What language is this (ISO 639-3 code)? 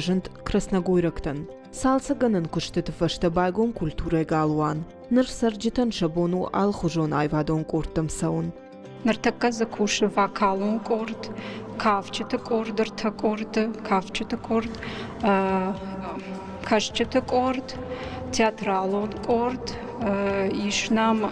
oss